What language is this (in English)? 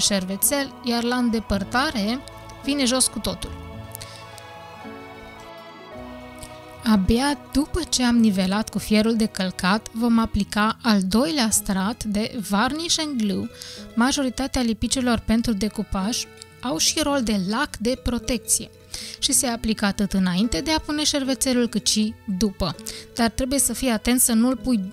Romanian